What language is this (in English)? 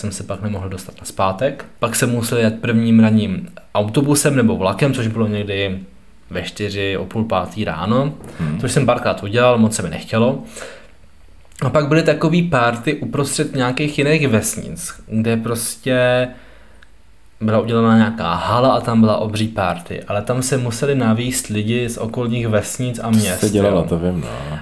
Czech